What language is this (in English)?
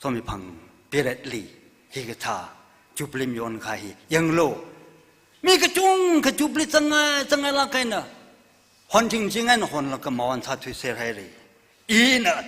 Tangkhul Naga (India)